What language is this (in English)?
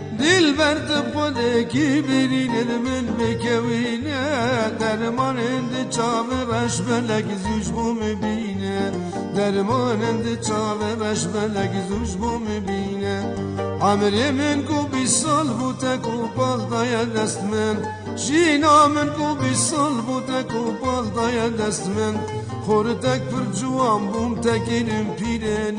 Kurdish